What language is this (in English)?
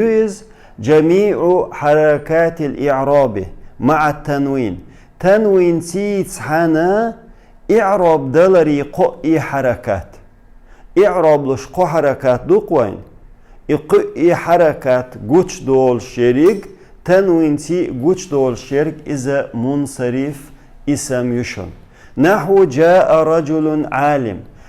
Chechen